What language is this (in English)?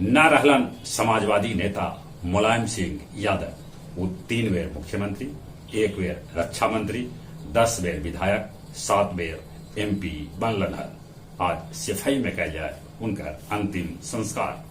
Magahi